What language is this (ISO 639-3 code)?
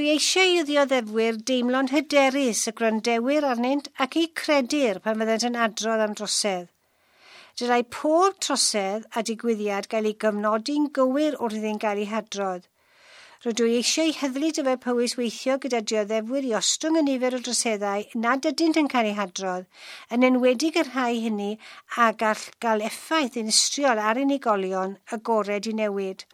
cym